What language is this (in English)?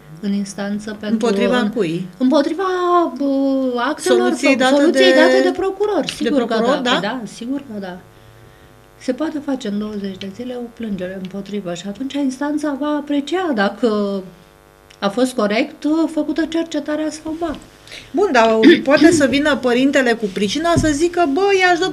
Romanian